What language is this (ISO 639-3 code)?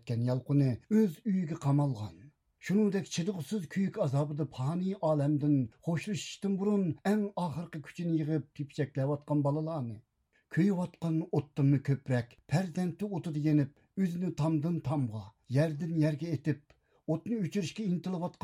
uig